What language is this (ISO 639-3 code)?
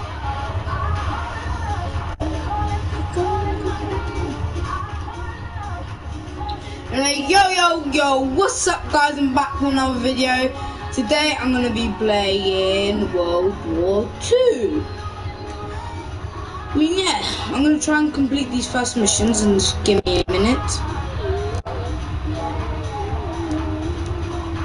eng